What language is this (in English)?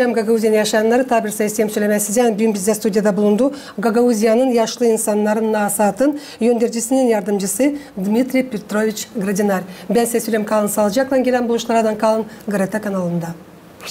Gagauz